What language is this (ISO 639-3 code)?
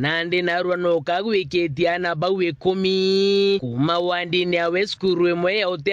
mer